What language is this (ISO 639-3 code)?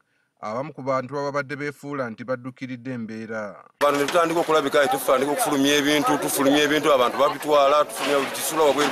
lug